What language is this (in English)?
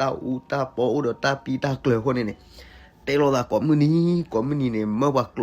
S'gaw Karen